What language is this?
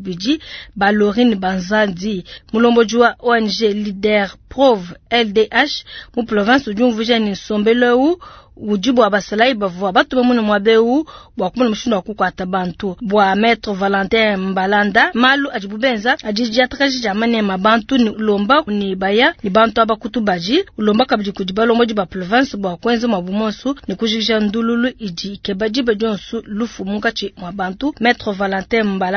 Luba-Lulua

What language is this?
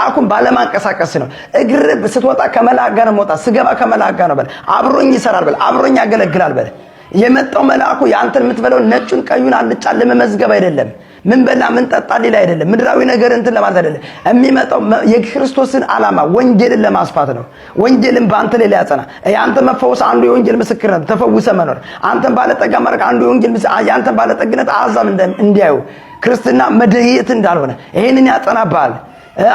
Amharic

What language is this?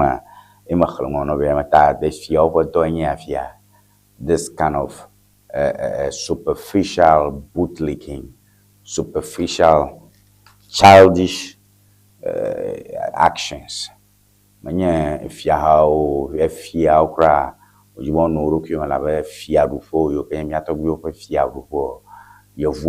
Ewe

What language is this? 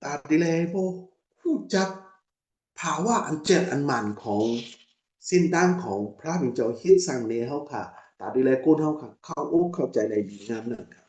Shan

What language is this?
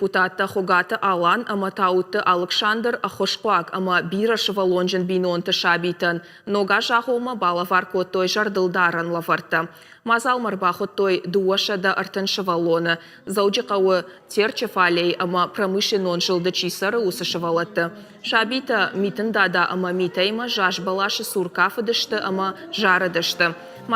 Ossetic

